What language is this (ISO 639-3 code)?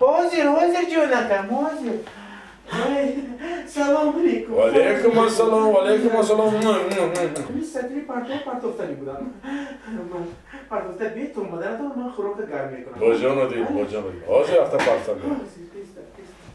tgk